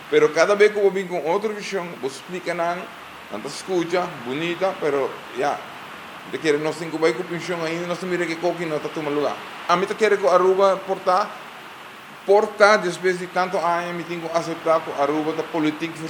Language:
Papiamento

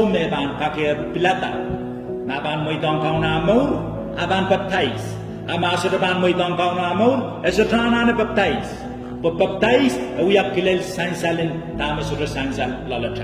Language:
Pohnpeian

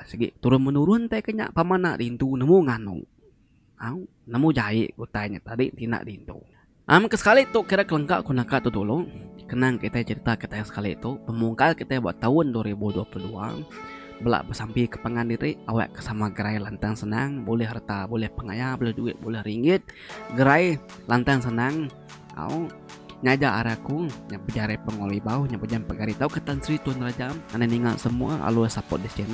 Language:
Iban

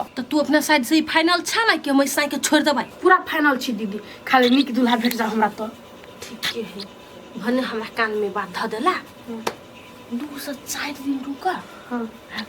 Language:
Maithili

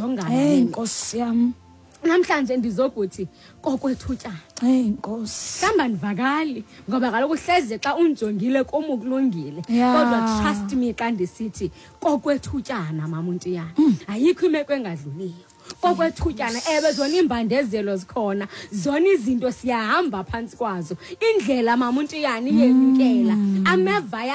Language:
Xhosa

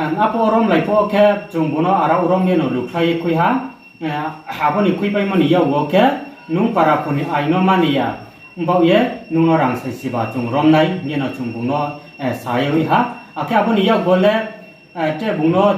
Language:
Riang (India)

